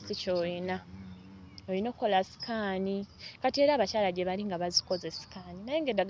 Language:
Ganda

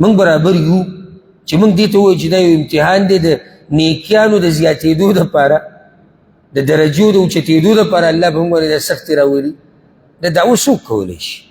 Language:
Pashto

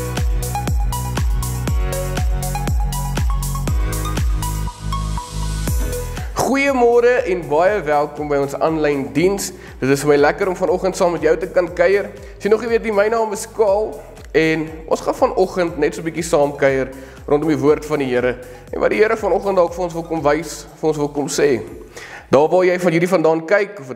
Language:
Afrikaans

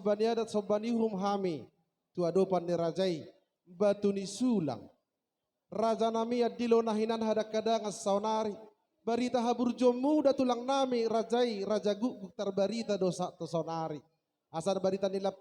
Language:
Batak Toba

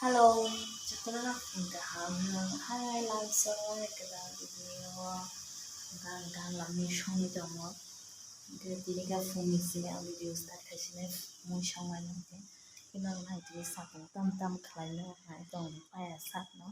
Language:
Kok Borok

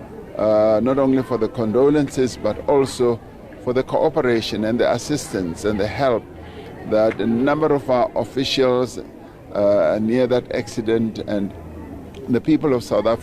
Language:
Venda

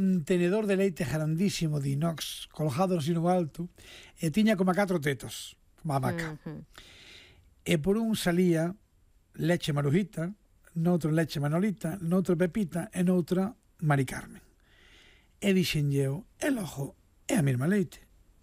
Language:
Galician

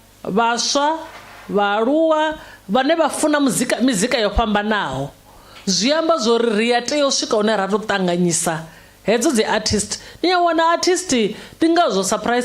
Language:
Venda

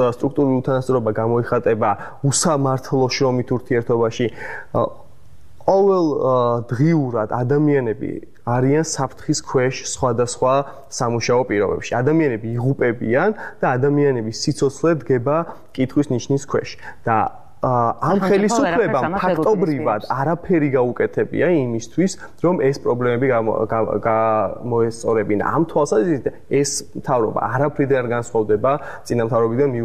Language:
Georgian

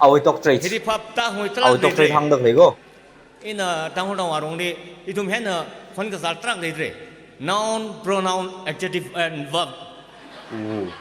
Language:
Tangkhul Naga (India)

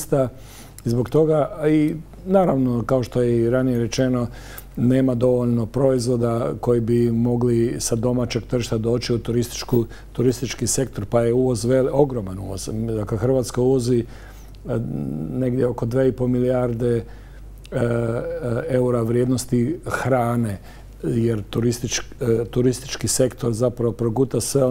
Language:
Croatian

